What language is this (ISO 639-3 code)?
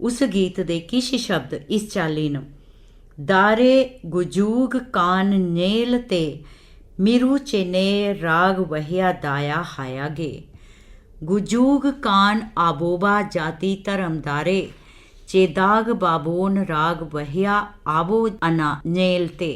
doi